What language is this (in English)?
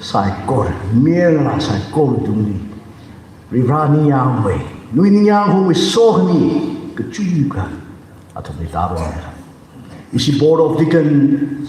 Tangkhul Naga (India)